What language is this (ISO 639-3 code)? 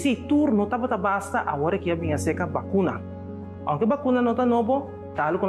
pap